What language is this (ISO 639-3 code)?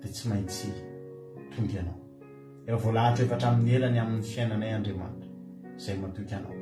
mlg